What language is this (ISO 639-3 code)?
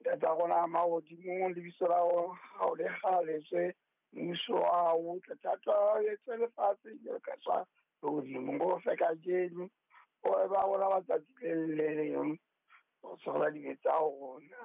sot